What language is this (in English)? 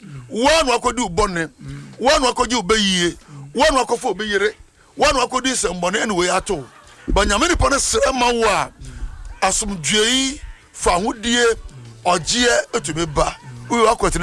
Akan